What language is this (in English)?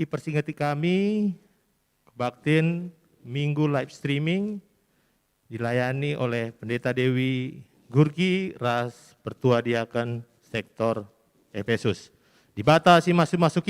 Batak Karo